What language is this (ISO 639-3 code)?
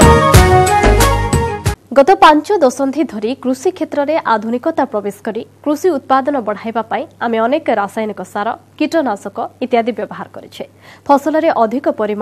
ori